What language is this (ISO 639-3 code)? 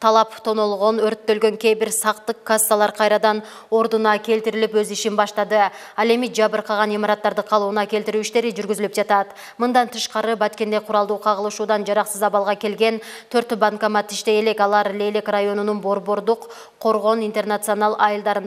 kir